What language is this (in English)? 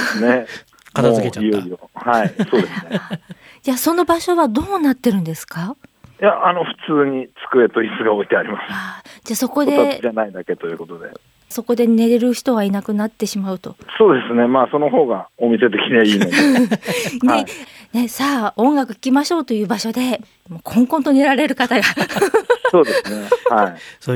Japanese